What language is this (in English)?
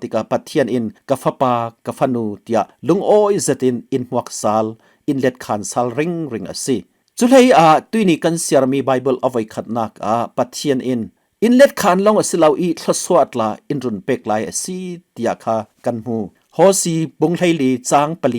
Falam Chin